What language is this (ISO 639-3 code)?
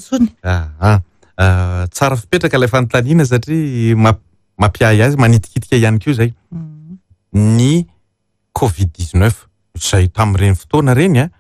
mlg